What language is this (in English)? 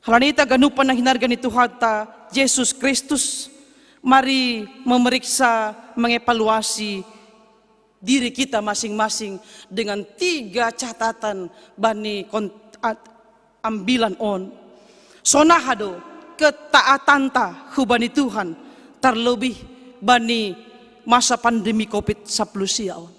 Batak Simalungun